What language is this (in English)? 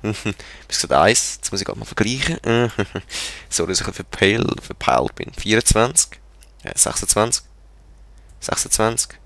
Swiss German